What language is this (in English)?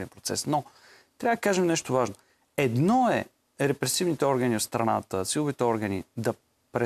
Bulgarian